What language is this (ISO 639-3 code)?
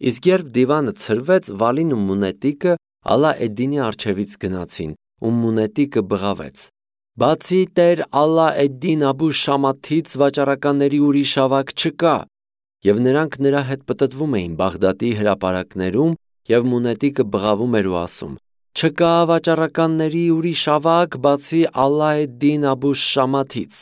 hye